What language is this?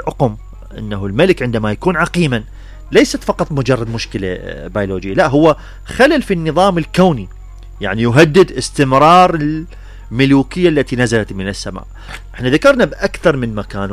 Mesopotamian Arabic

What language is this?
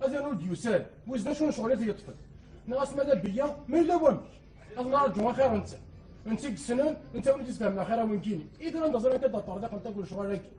Kabyle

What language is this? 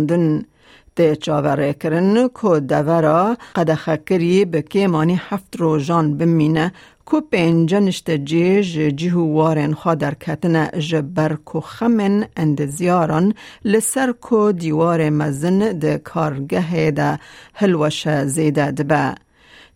Kurdish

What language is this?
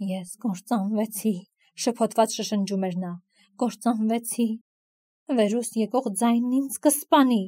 Armenian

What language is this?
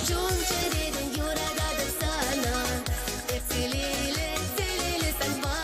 Chuvash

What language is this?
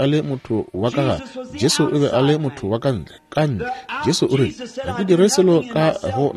Northern Sotho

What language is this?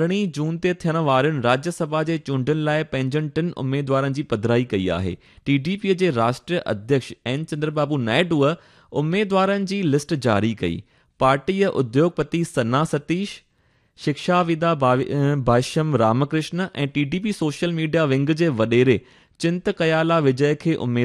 Sindhi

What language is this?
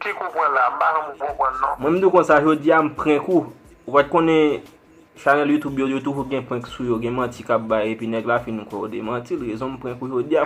Haitian Creole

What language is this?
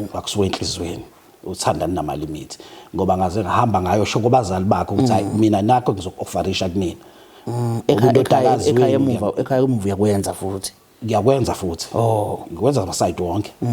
Zulu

